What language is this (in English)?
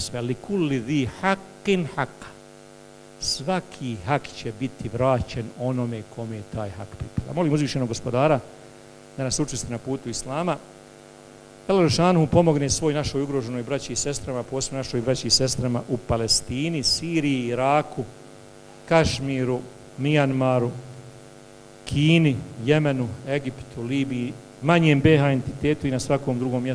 Bosnian